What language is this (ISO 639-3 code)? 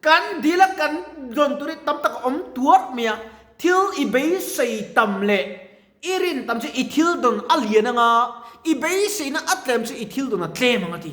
lus